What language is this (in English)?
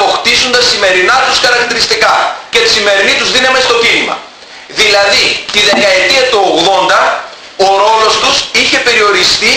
Greek